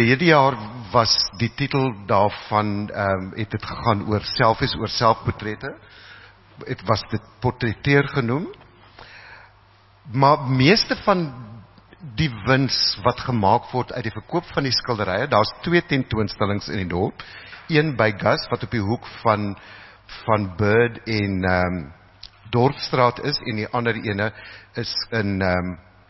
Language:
Afrikaans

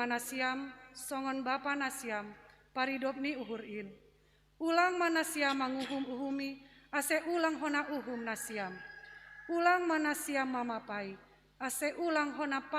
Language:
Batak Simalungun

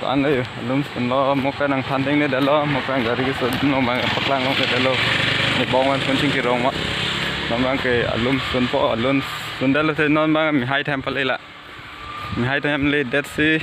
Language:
Karbi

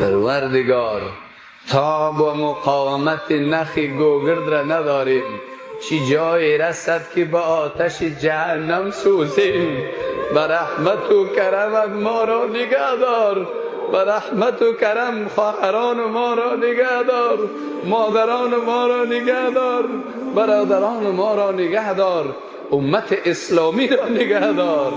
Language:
Persian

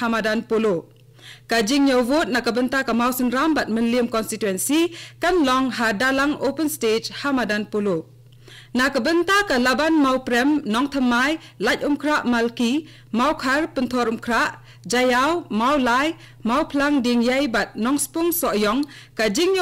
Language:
Khasi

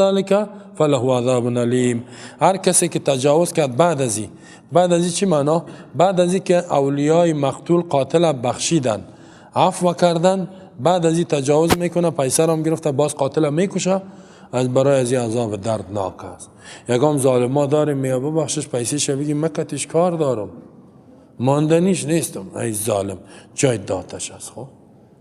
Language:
Persian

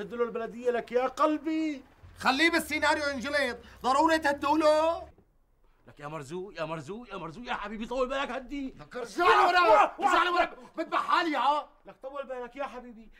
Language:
North Levantine Arabic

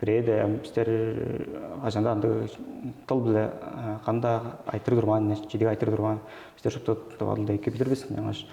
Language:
Tuvinian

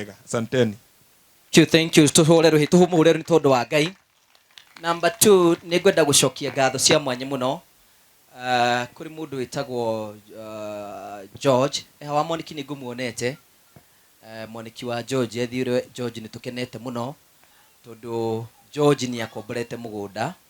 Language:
Kikuyu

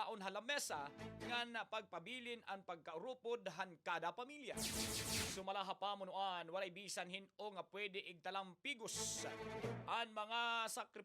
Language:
Waray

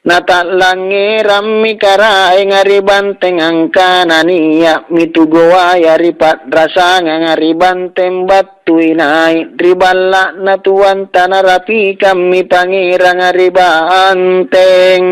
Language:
Makasar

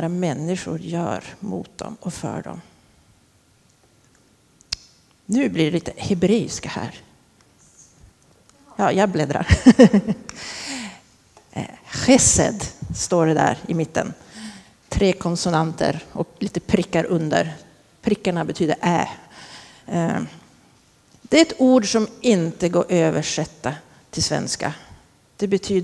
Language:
Swedish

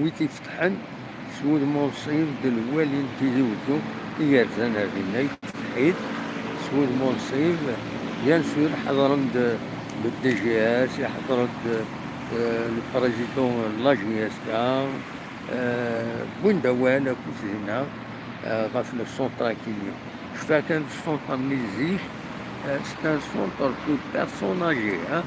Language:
Kabyle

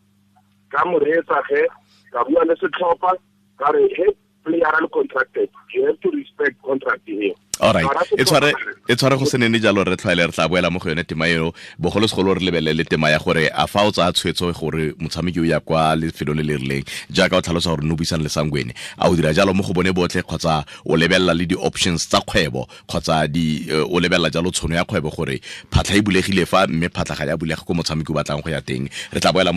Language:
Tswana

